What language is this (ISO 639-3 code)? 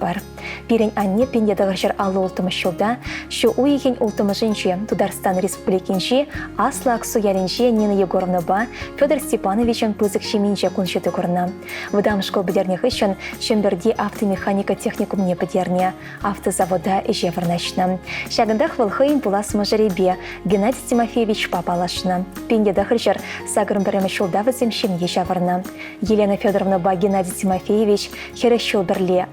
chv